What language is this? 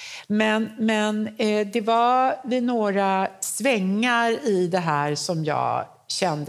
Swedish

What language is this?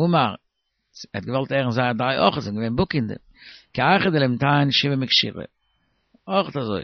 Yiddish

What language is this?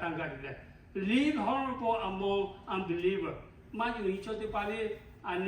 Lahu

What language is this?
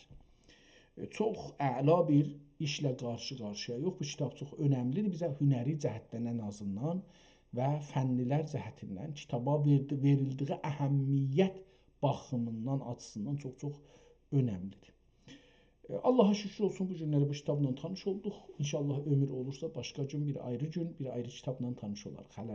South Azerbaijani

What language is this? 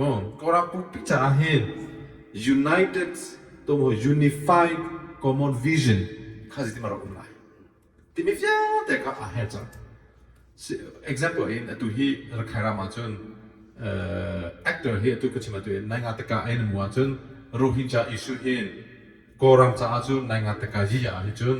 Hakha Chin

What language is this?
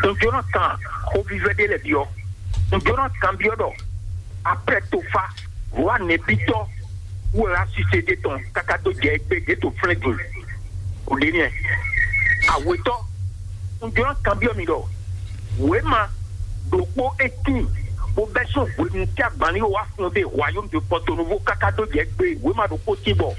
Fon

